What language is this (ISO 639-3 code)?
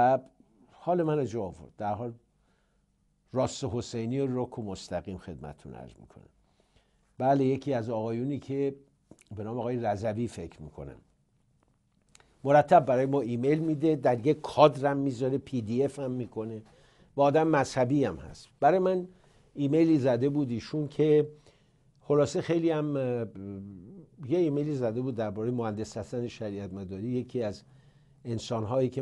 fas